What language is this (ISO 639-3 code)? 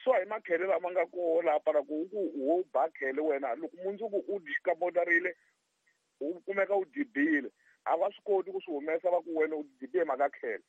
tso